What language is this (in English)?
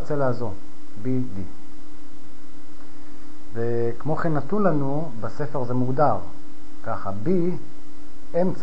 Hebrew